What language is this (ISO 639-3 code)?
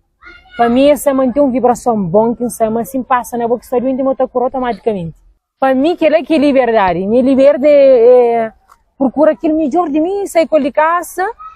kea